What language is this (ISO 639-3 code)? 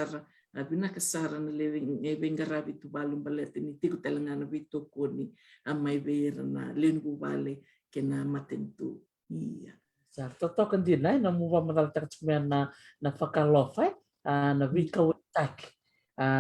fij